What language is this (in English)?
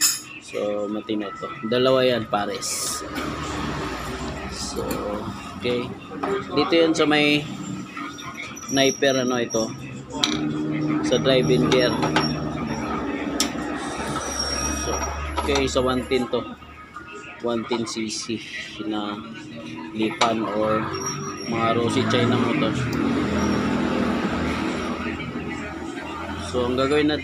Filipino